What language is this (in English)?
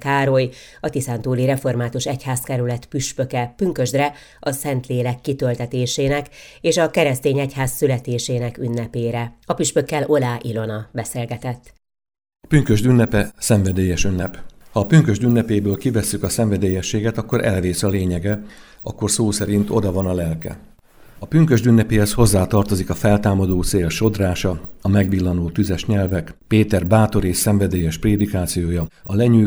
Hungarian